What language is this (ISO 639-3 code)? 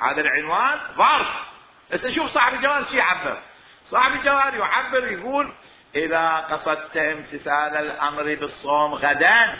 acm